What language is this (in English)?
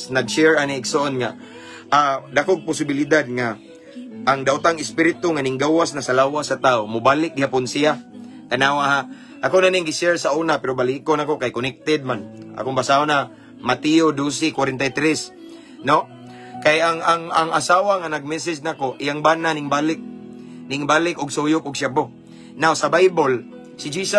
Cebuano